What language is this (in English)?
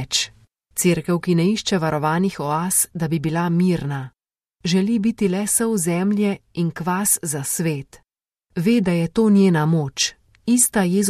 Slovenian